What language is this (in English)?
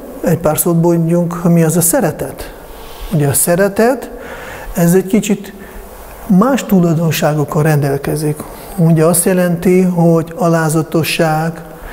Hungarian